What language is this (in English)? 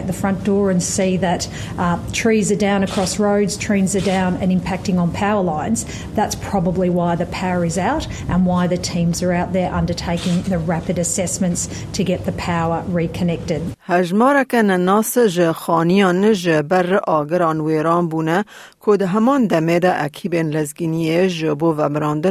Kurdish